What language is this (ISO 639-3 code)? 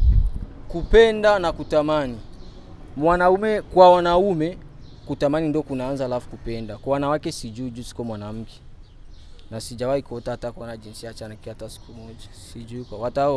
swa